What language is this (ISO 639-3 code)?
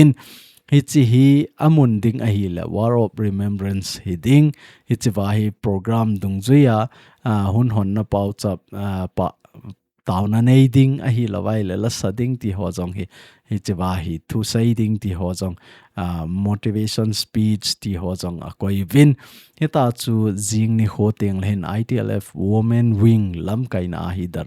tcz